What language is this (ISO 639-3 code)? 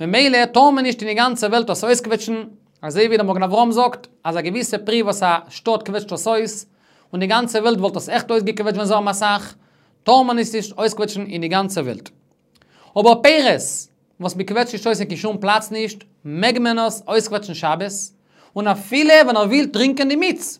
yid